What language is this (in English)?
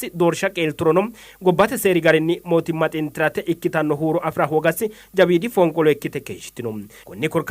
Sidamo